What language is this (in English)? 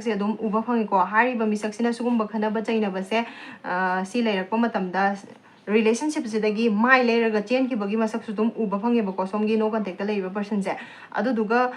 Manipuri